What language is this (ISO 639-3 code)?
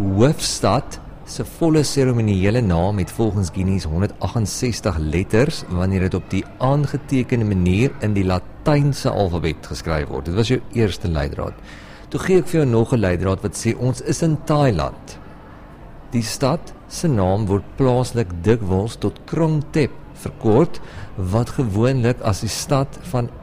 afr